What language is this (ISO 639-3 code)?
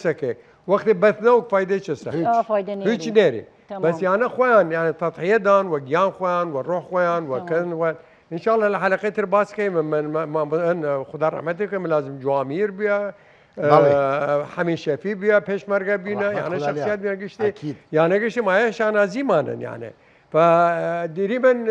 sdh